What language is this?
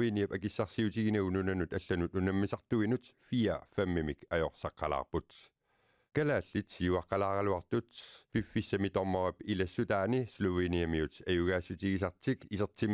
Kalaallisut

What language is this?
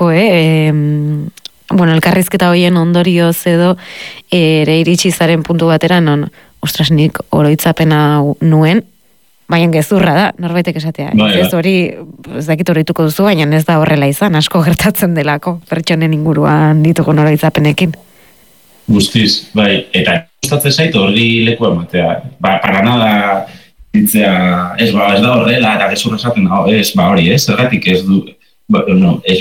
Basque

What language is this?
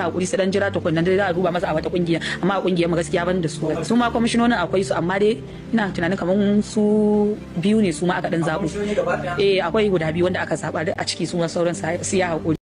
Hausa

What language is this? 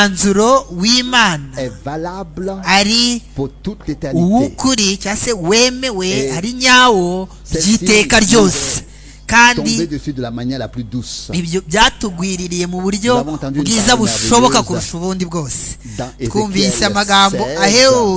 Kinyarwanda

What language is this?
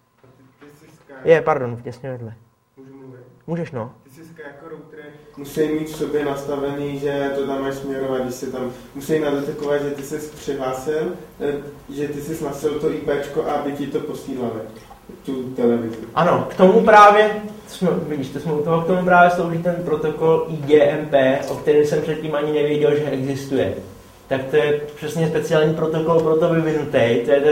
Czech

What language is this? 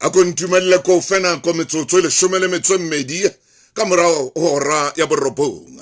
Southern Sotho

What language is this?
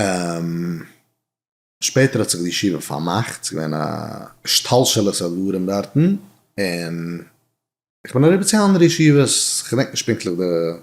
Yiddish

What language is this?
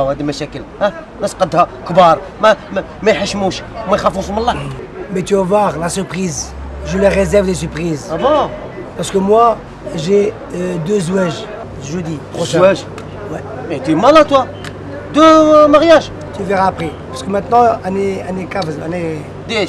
Algerian Arabic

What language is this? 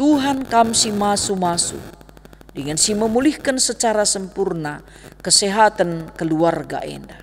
Batak Karo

